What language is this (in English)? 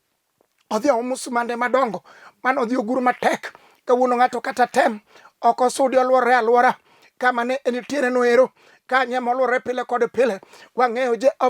Luo (Kenya and Tanzania)